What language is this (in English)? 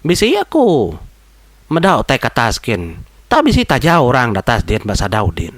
Iban